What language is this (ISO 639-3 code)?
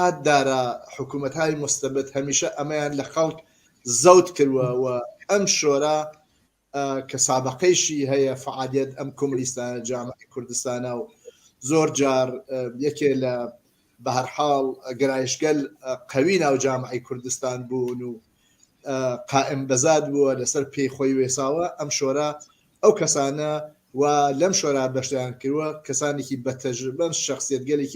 ckb